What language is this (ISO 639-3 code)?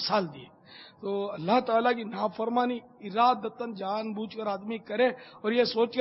urd